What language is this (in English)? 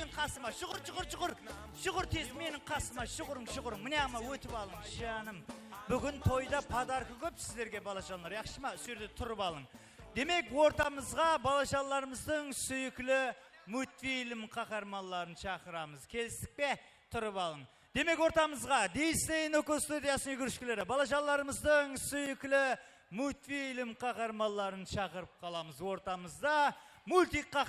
Kara-Kalpak